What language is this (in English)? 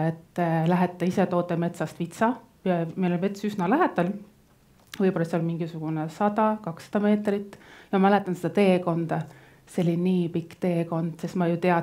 Estonian